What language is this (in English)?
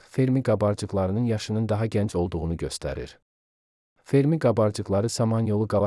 Azerbaijani